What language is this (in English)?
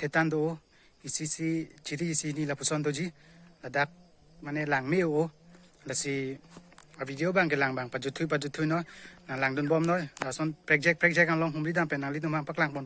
Karbi